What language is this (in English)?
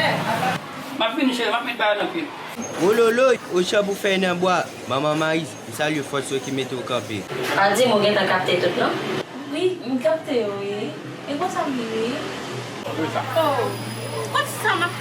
Haitian Creole